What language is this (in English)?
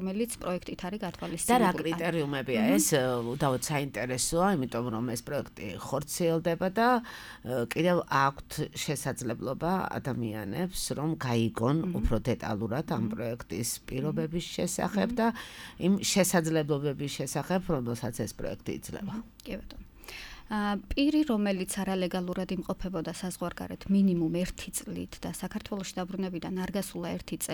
Georgian